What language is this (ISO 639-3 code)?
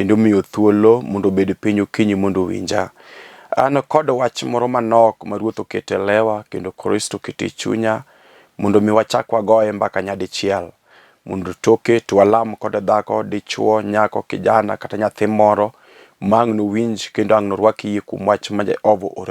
luo